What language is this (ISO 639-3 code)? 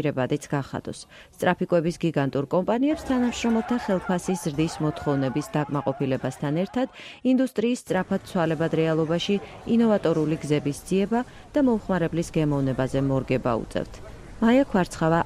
kat